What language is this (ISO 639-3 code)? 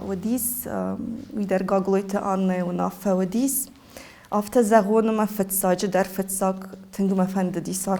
oss